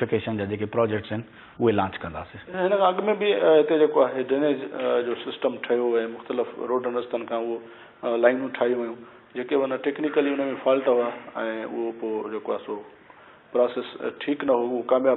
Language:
Sindhi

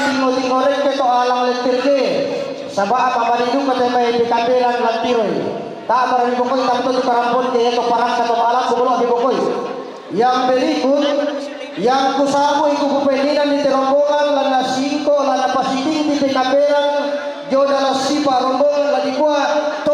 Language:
Toraja-Sa'dan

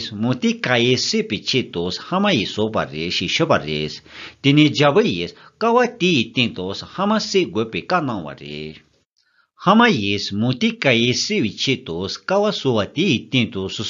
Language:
Tibetan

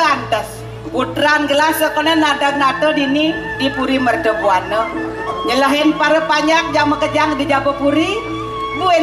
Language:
Balinese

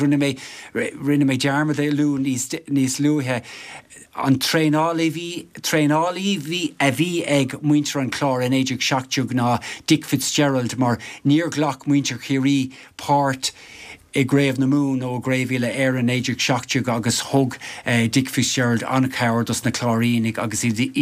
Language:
Irish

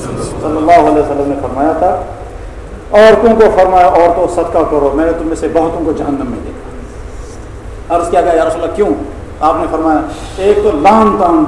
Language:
Urdu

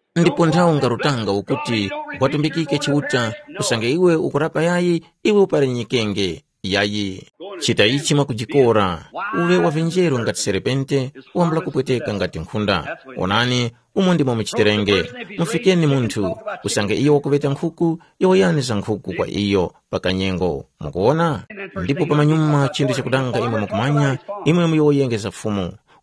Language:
Tumbuka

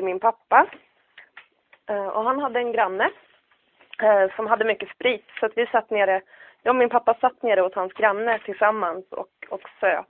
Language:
Swedish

